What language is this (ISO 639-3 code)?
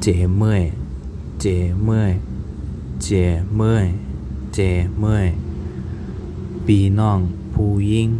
shn